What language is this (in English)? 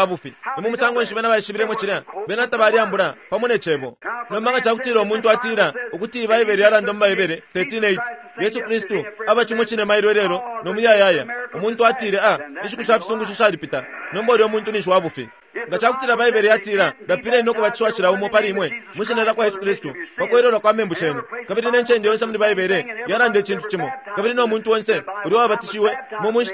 Bemba